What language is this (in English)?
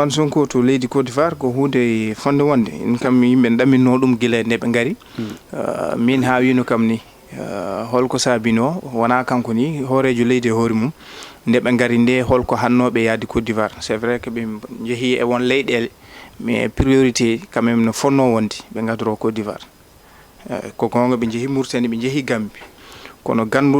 Fula